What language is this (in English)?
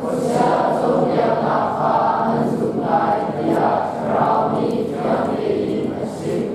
Hakha Chin